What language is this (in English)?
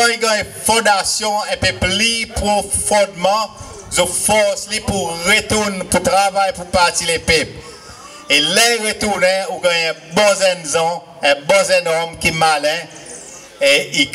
Seselwa Creole French